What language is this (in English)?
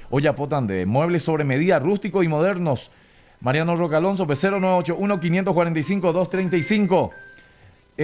Guarani